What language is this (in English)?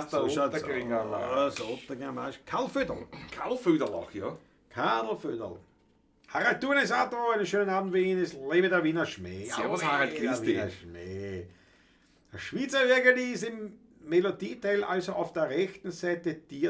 Bavarian